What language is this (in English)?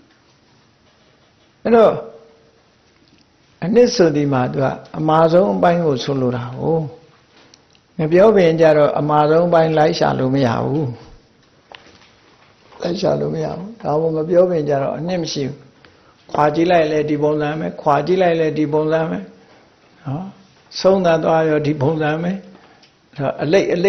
Burmese